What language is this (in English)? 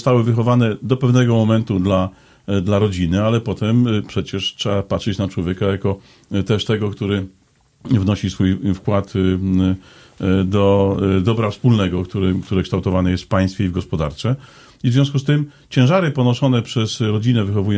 Polish